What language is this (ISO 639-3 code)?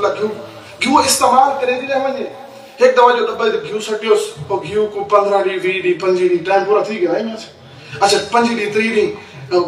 skr